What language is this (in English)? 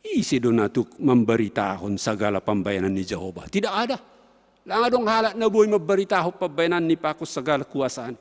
Batak Simalungun